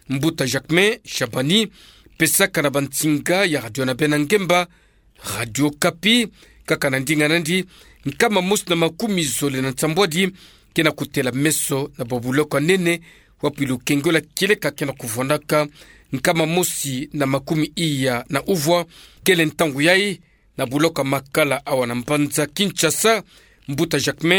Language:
Kituba (Democratic Republic of Congo)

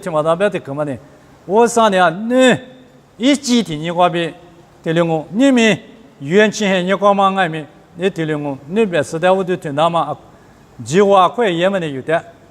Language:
Lisu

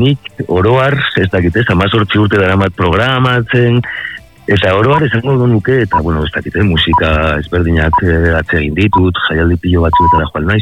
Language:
Basque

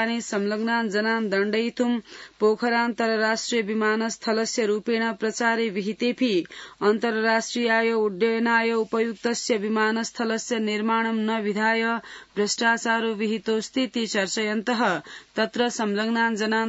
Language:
Sanskrit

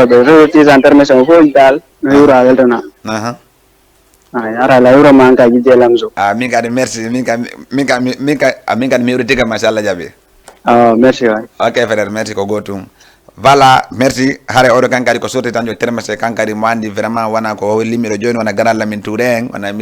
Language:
Fula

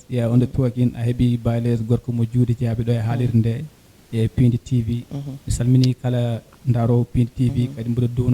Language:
Fula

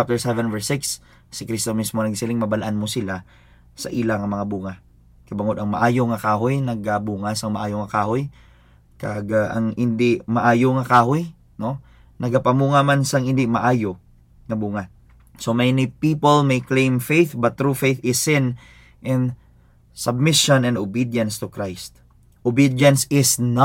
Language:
Hiligaynon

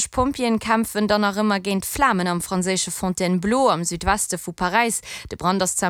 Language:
Luxembourgish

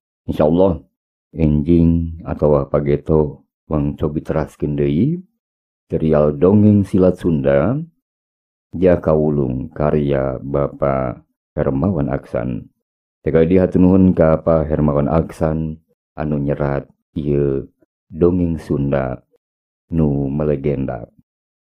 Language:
Sundanese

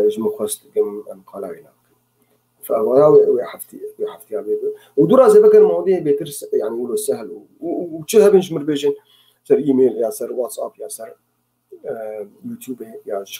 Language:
Kurdish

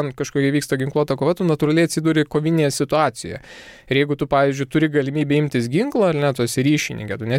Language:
Lithuanian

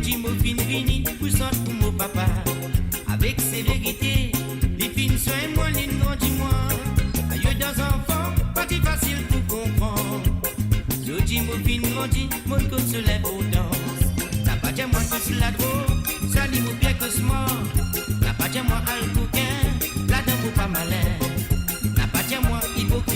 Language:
Morisyen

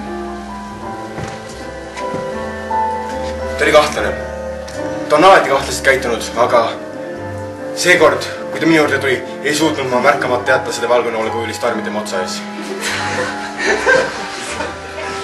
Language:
Estonian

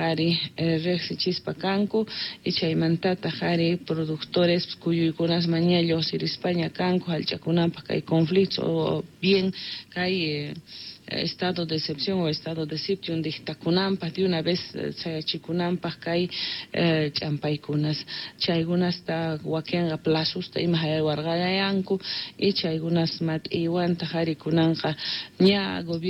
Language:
South Bolivian Quechua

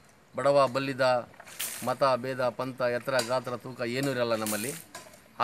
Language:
Kannada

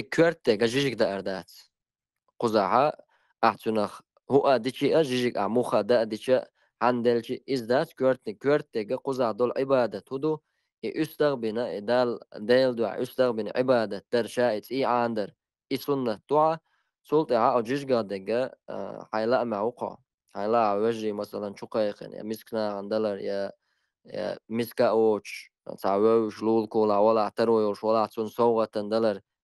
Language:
Chechen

